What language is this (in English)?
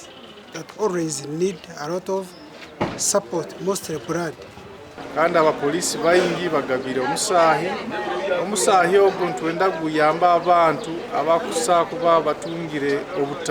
Nyankole